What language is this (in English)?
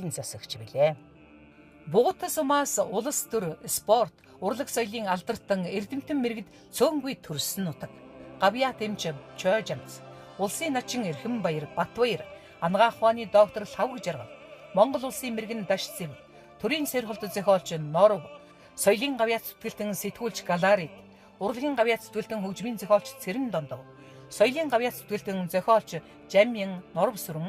Mongolian